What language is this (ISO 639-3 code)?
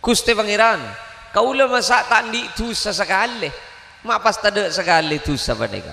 mad